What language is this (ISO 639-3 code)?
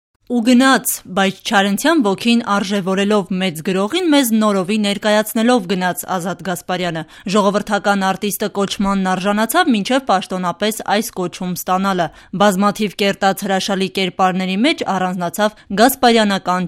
hye